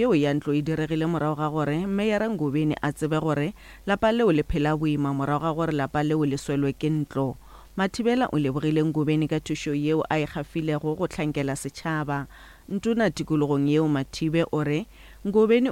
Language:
Northern Sotho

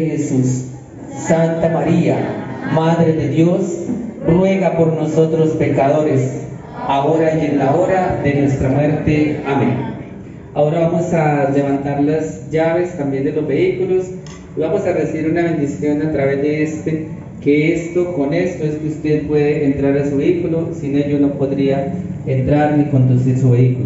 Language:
Spanish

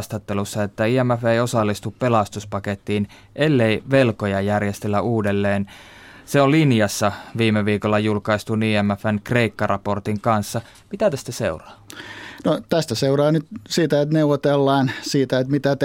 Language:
Finnish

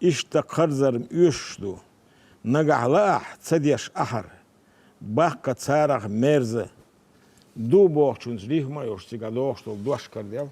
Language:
Chechen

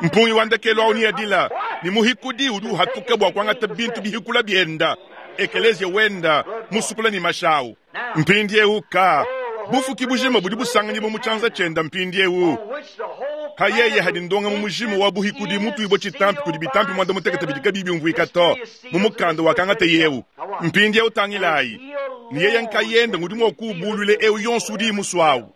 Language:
Luba-Lulua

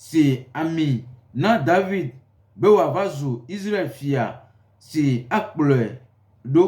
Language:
Gen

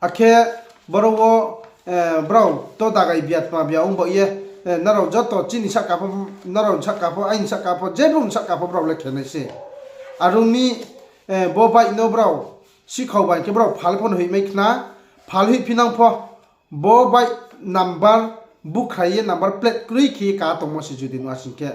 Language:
Riang (India)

